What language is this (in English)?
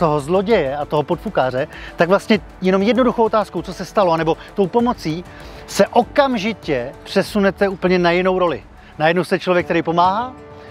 Czech